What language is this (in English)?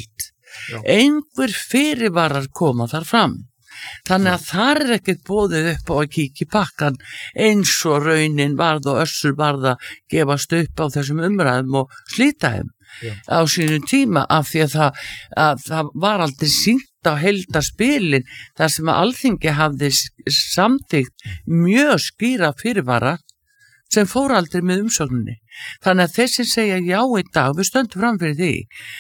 Icelandic